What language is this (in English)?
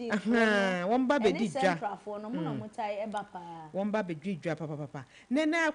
Akan